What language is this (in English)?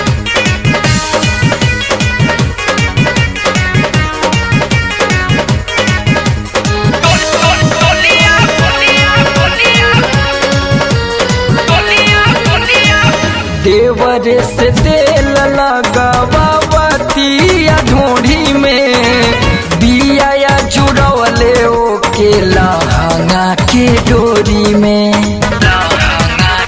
Bhojpuri